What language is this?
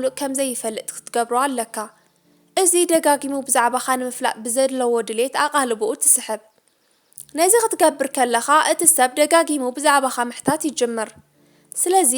Tigrinya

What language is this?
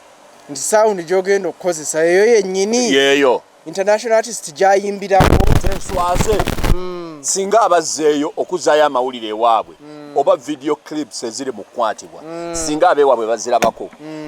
Ganda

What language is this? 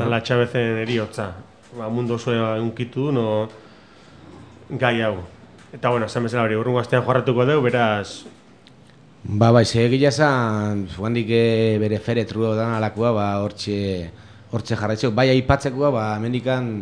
Basque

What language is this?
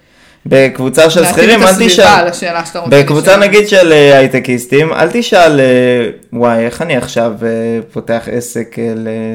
Hebrew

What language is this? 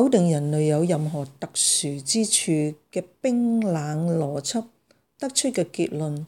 Cantonese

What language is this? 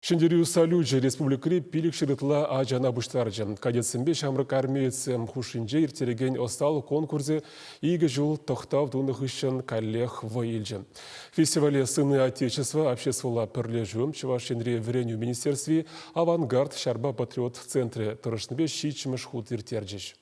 Chuvash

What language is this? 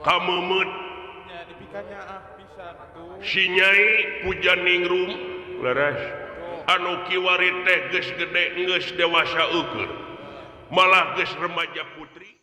Sundanese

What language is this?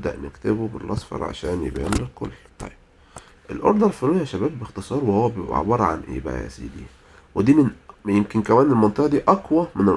Egyptian Arabic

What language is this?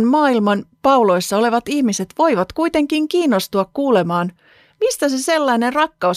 Finnish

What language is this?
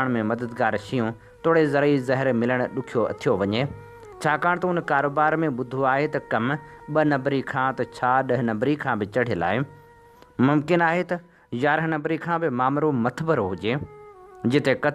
Sindhi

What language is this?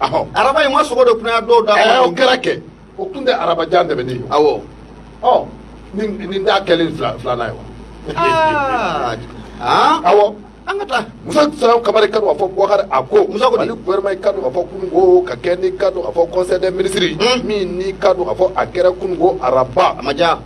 Bambara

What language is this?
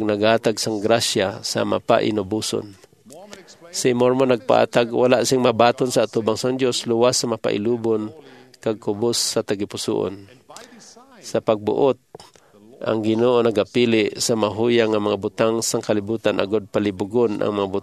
Hiligaynon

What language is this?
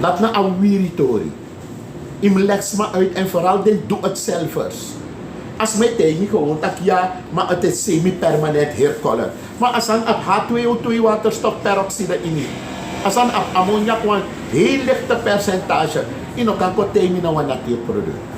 Sranan Tongo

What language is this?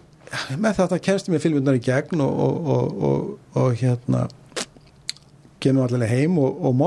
Icelandic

